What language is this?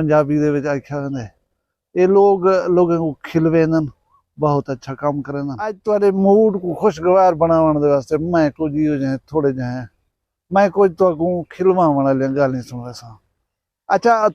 Saraiki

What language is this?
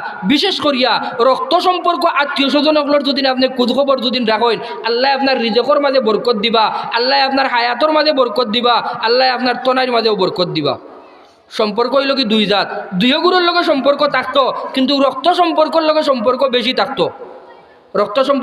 Sylheti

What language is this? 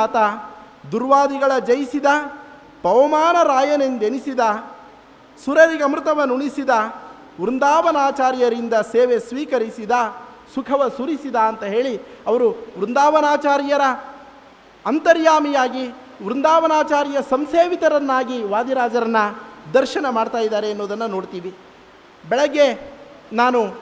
Kannada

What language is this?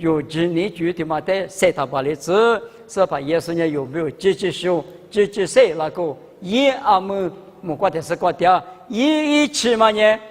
Lisu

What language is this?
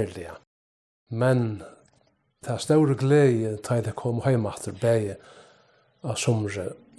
Faroese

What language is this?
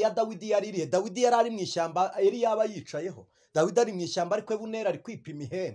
Kinyarwanda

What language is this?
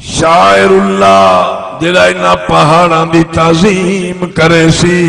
Saraiki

